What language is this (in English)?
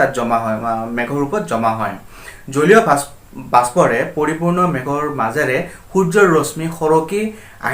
Assamese